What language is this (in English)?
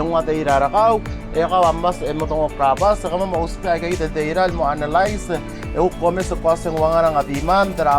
Palauan